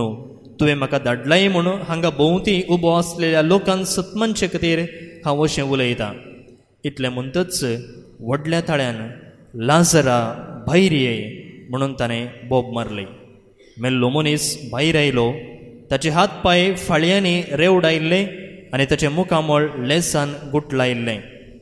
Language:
Konkani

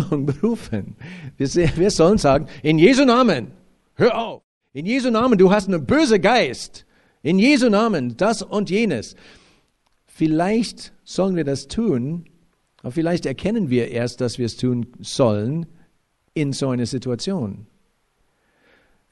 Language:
German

